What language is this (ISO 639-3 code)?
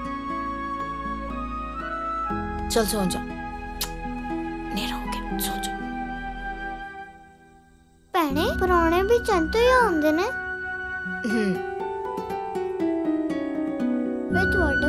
pan